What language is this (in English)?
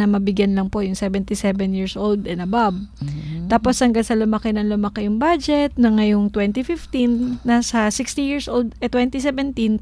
Filipino